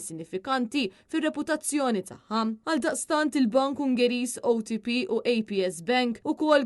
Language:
Maltese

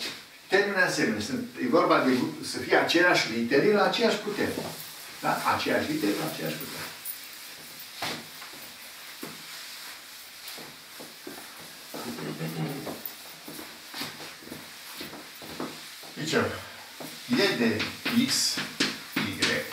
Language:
Romanian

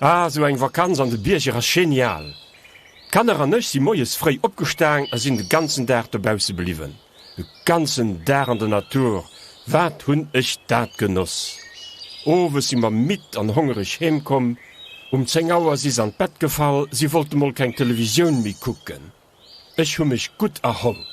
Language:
Luxembourgish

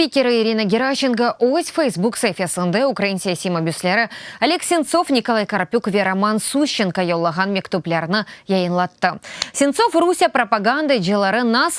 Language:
Crimean Tatar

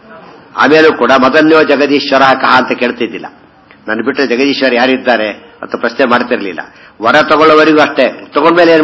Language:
Kannada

